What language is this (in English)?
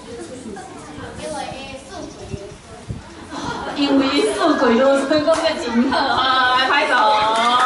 Min Nan Chinese